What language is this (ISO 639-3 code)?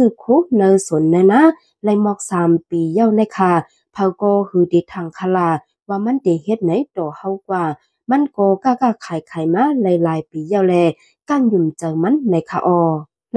shn